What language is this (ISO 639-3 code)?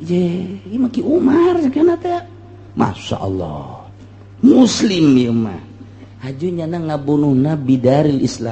sun